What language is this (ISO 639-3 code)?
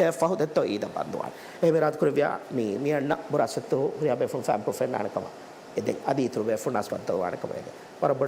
div